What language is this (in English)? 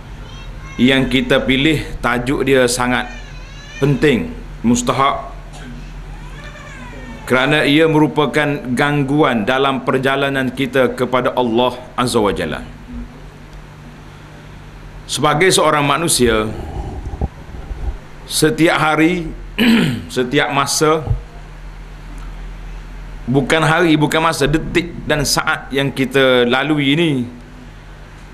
Malay